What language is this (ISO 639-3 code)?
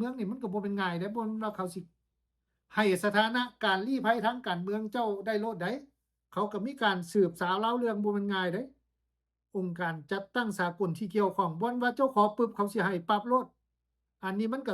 lao